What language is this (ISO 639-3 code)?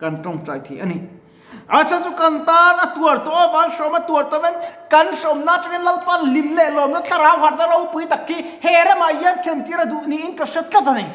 lus